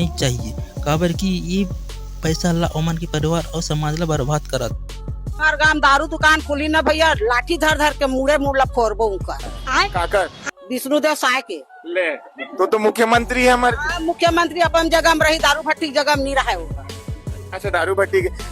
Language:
Chhattisgarhi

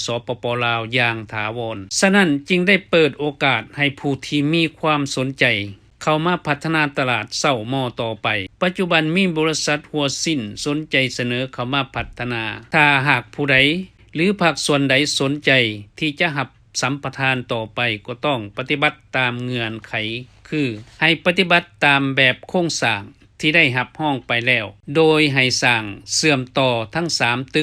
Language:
Lao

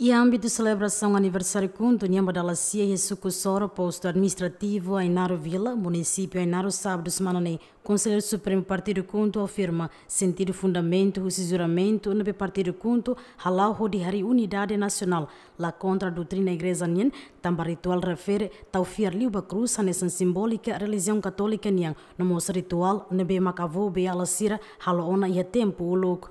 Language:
Tetum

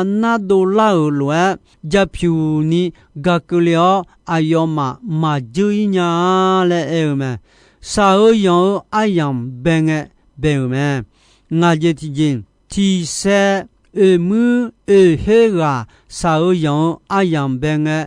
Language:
Akha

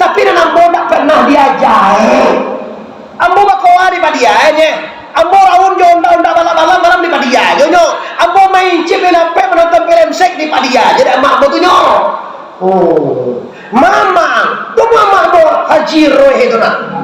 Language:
Minangkabau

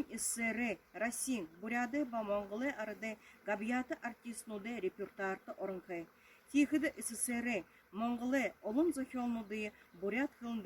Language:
Buriat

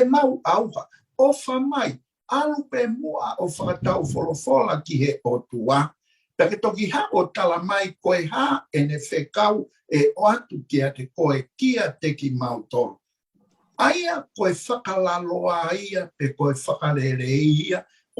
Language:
Tongan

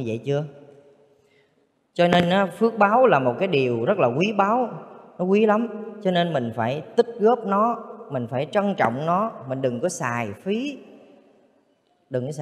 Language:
Vietnamese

